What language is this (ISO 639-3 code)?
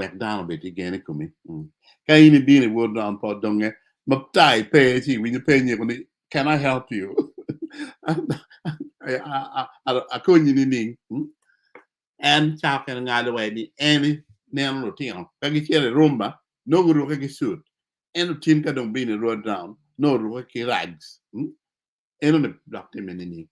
ach